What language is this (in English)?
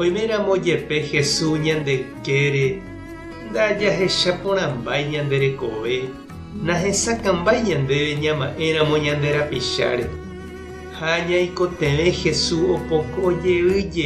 Guarani